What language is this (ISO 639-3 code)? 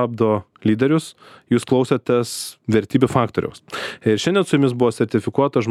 lit